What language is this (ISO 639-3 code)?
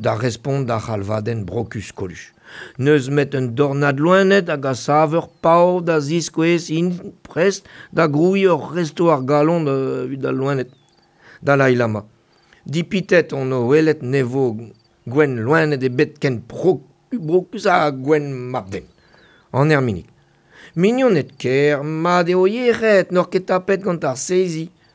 bre